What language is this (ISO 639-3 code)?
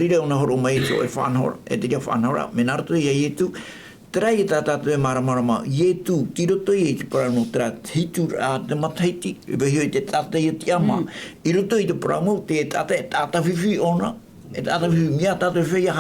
tah